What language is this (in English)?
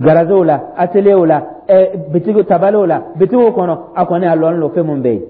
Dyula